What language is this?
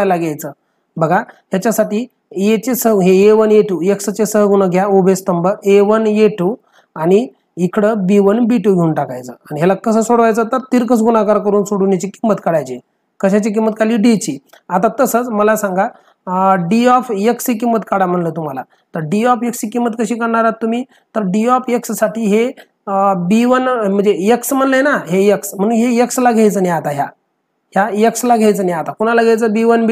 Marathi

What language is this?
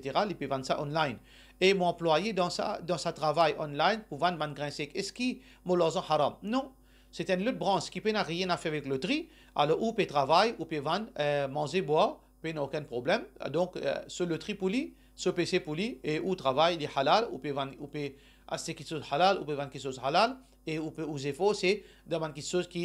Morisyen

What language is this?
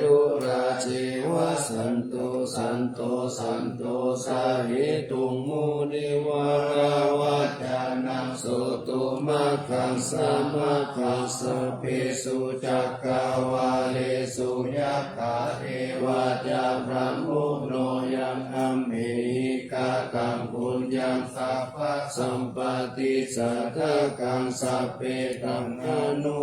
Pali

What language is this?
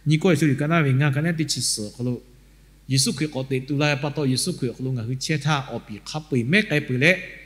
Lahu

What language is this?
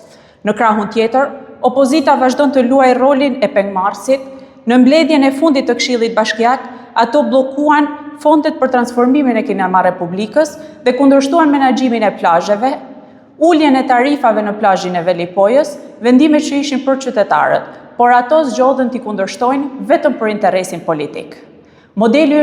Albanian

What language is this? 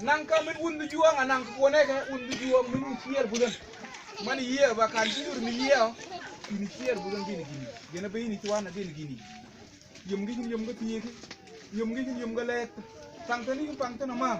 Mabaan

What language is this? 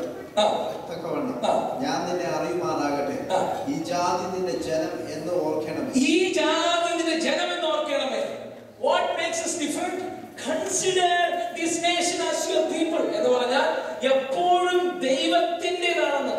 Malayalam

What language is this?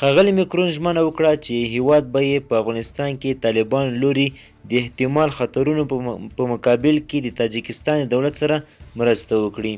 Pashto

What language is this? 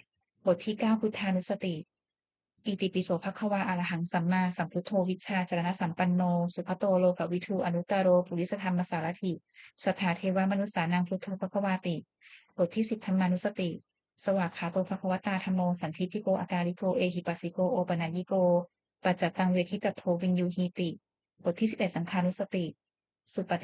Pali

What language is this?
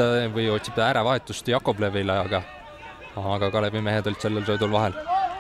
Estonian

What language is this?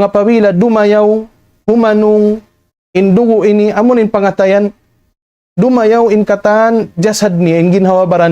Tausug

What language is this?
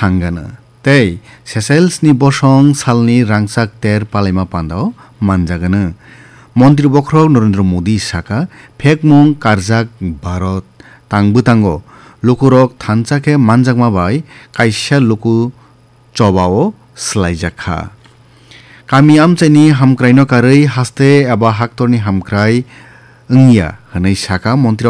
Kok Borok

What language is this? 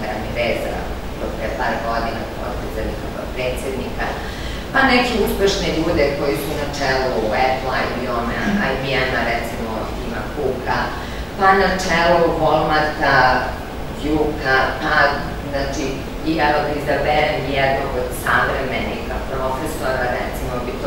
Serbian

